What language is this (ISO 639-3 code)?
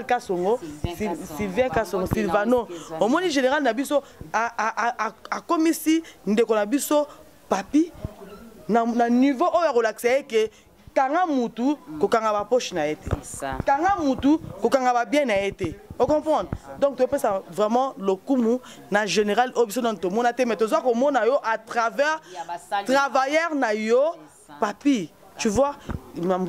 lin